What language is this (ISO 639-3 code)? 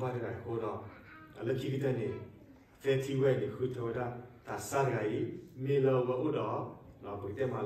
ksw